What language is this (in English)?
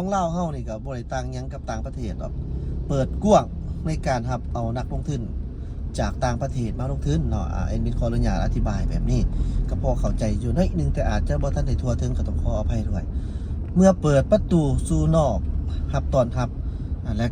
Lao